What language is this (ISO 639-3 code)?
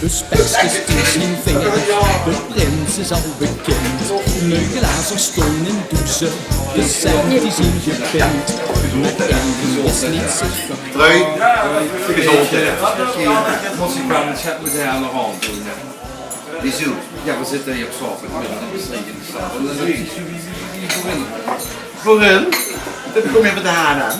lim